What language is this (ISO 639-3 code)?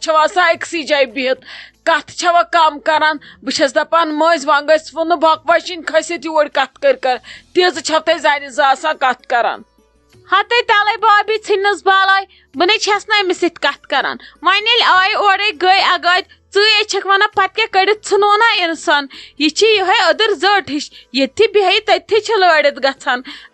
kas